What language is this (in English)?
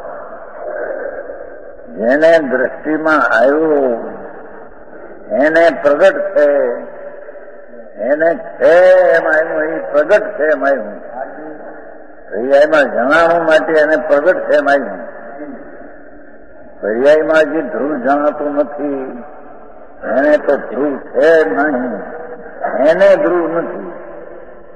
Gujarati